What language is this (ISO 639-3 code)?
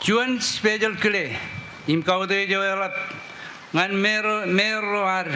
mah